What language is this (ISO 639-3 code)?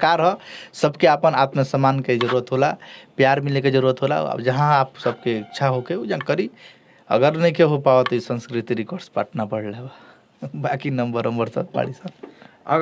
bho